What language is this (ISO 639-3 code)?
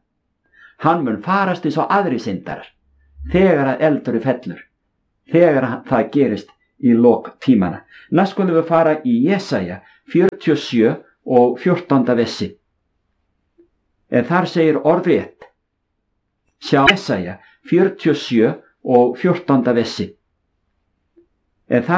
isl